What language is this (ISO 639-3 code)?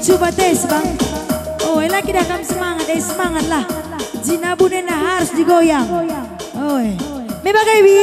btx